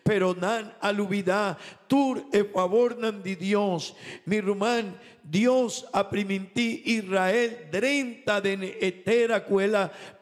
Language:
Papiamento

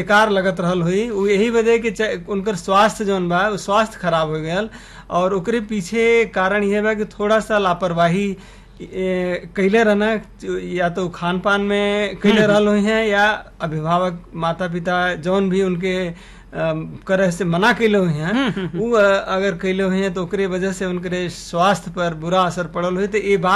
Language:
Bhojpuri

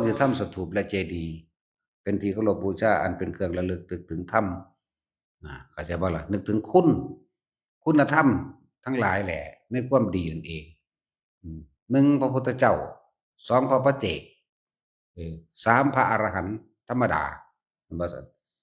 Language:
Northeastern Thai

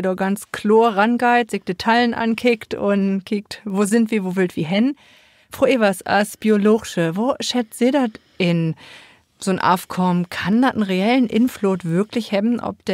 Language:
Low German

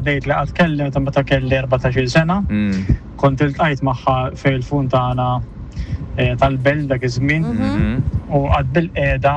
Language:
Maltese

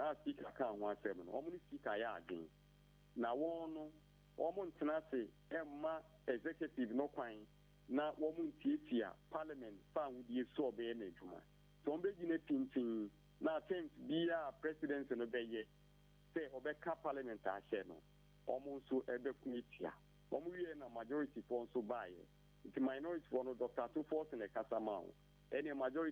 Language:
Akan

